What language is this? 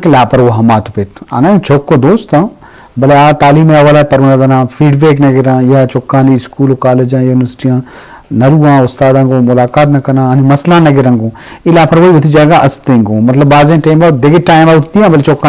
Eastern Balochi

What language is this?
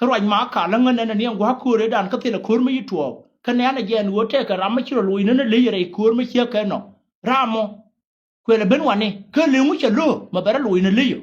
Nuer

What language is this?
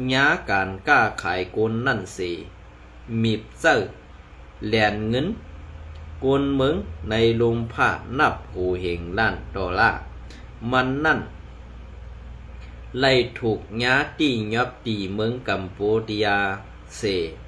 Shan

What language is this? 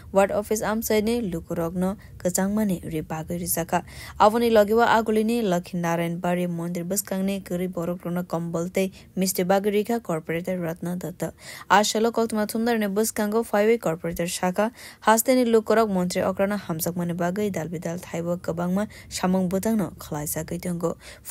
Kok Borok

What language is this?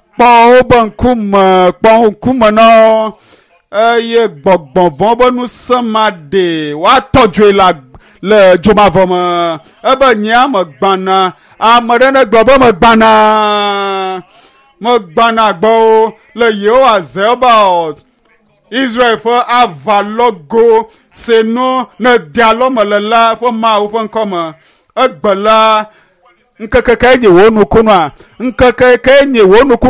Ewe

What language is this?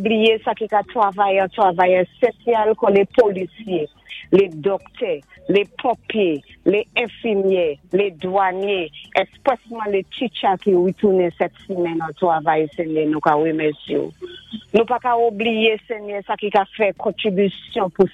Saint Lucian Creole French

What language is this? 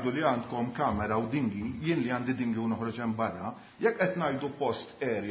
Maltese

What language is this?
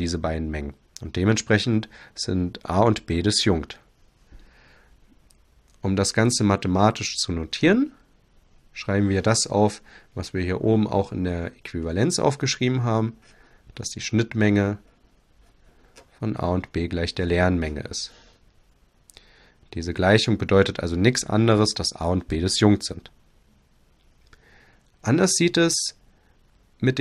German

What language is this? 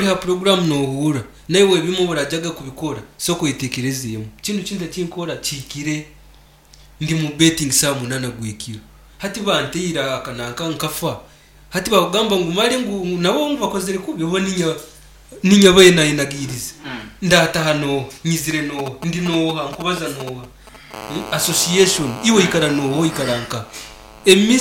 Nyankole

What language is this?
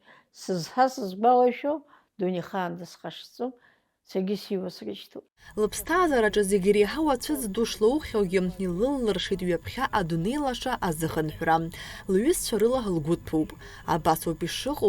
Abkhazian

